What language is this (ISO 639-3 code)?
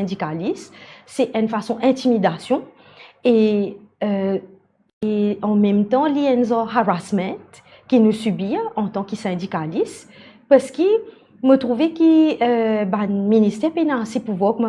mfe